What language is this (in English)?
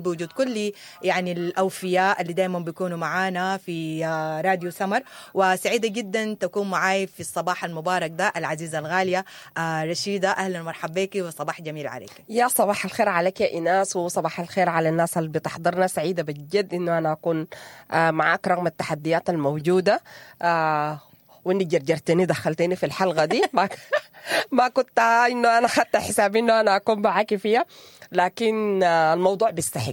Sudanese Arabic